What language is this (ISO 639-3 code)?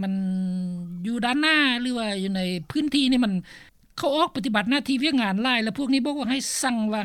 lao